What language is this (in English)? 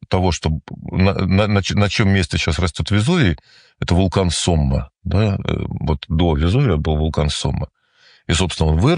Russian